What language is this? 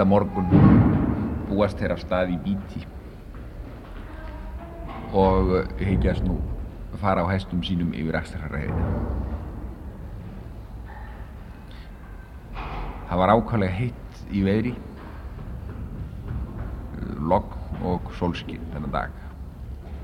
Icelandic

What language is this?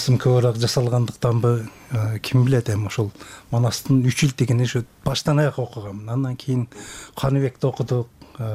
Kyrgyz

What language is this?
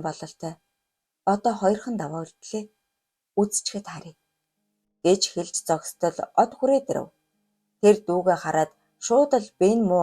Mongolian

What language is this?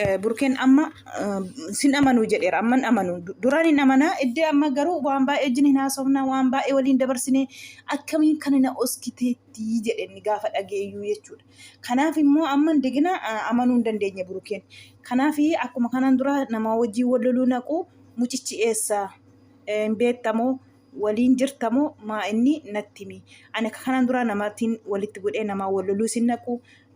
Oromo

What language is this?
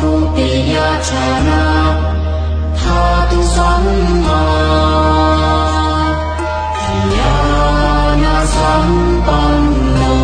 Pali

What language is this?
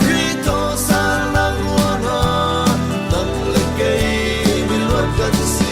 Falam Chin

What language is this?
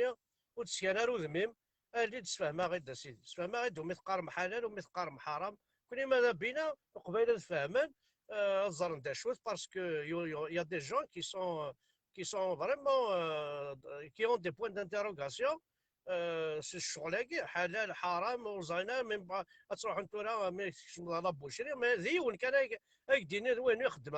Kabyle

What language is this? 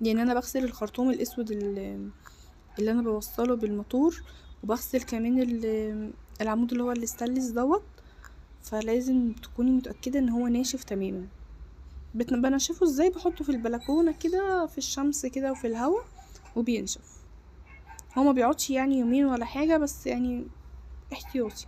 Egyptian Arabic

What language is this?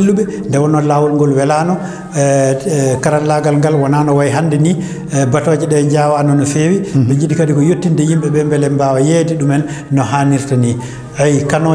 Fula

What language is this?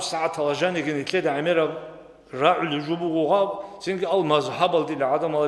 Avaric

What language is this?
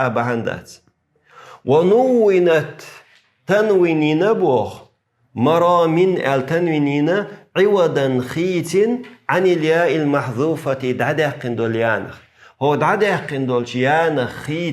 Chechen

